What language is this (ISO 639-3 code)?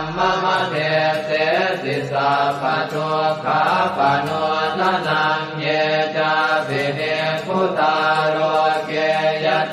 pli